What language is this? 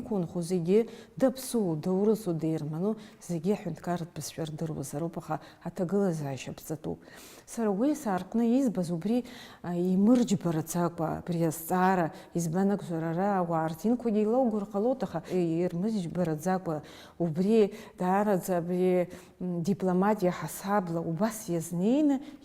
Abkhazian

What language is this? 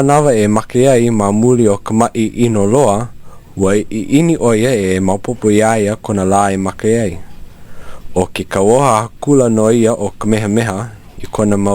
Hawaiian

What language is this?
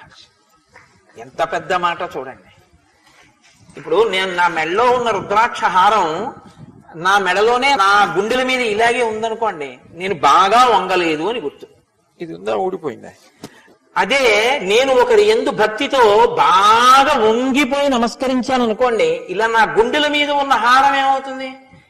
Telugu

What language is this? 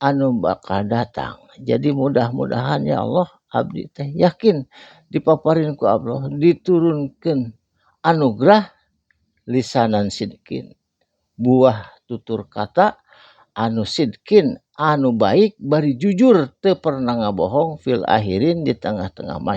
Sundanese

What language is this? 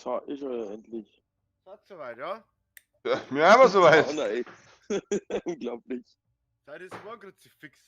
Bavarian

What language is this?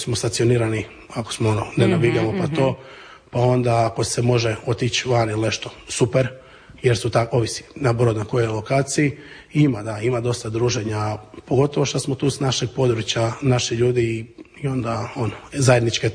Croatian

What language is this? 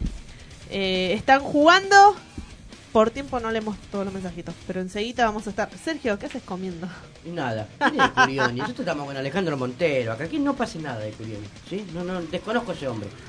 Spanish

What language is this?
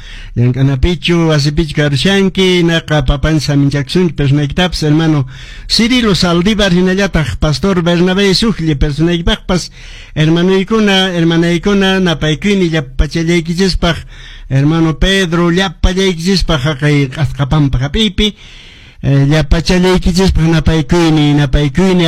Quechua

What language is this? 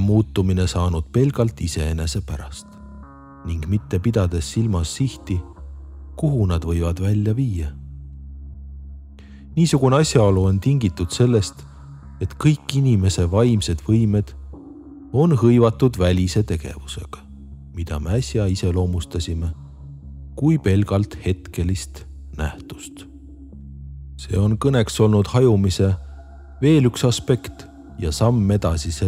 Estonian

